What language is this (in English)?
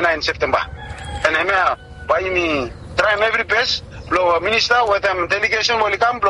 Bislama